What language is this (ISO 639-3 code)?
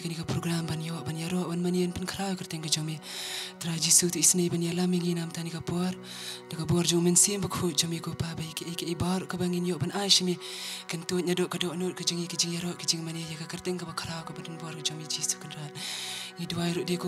kha